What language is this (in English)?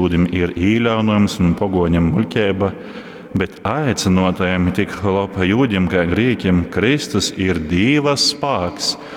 Latgalian